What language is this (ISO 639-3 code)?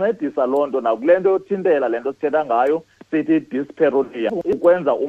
xho